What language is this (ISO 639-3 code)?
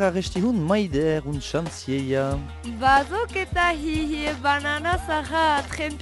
eus